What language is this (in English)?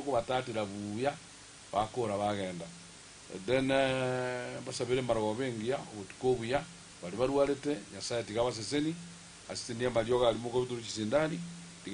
Gusii